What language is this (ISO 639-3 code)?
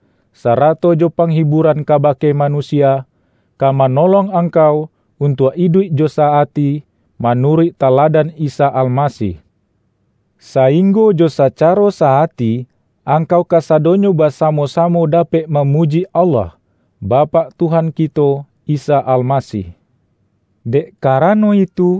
min